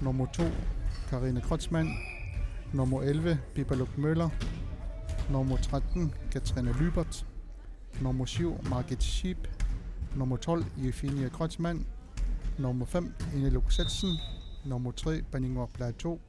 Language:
Kalaallisut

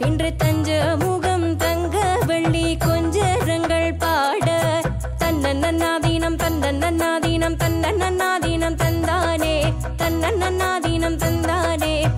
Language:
Tamil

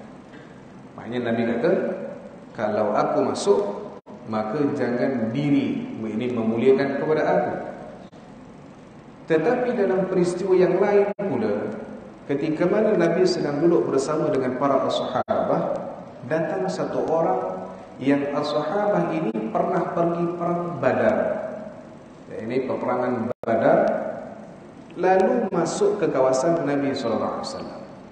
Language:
Malay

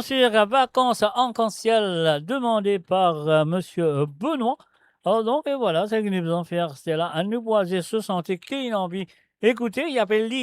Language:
Morisyen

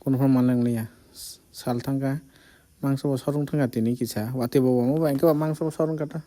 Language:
Kok Borok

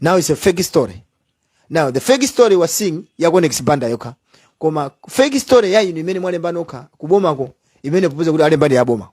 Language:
Nyanja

